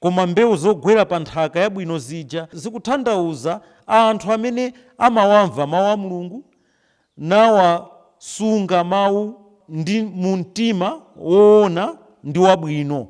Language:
Nyanja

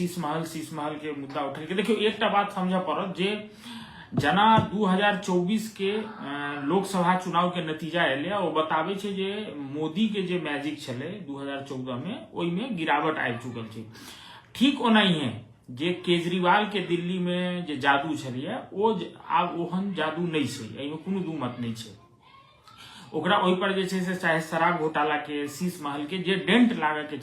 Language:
Maithili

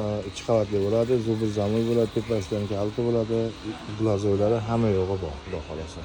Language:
Uzbek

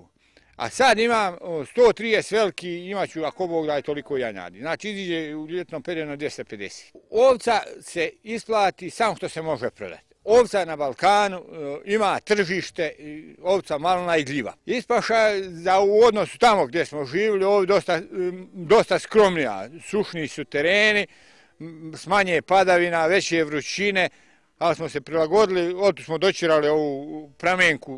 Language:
Bosnian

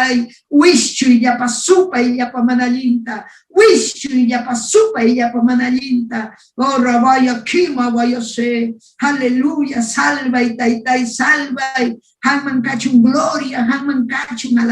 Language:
Ayacucho Quechua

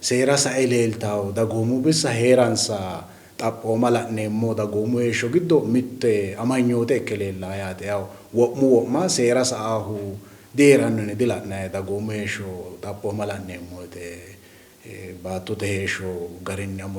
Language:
Sidamo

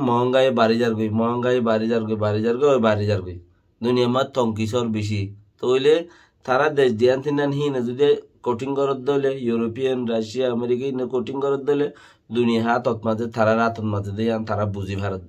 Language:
Rohingya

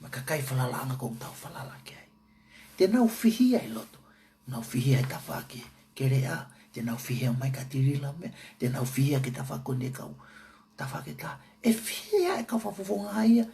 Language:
Tongan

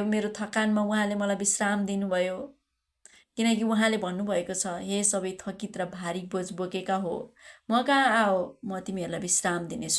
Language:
Nepali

